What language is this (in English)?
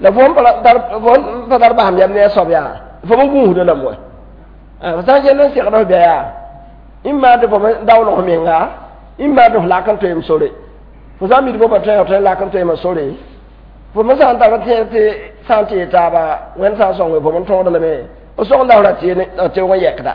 Mossi